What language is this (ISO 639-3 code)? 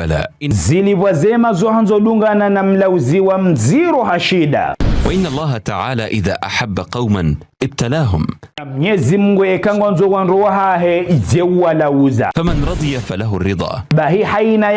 zdj